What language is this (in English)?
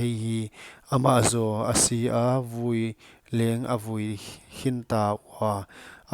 Paite Chin